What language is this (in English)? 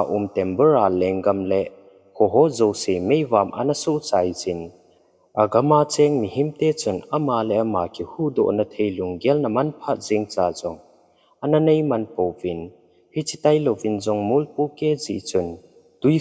Thado Chin